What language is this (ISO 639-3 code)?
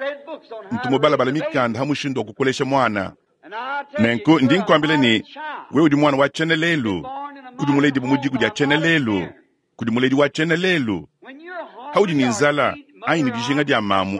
lua